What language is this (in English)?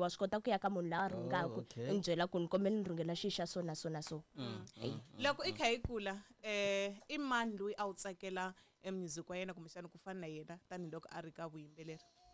Tsonga